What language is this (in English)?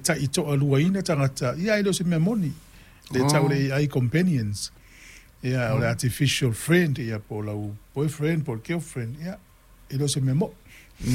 Samoan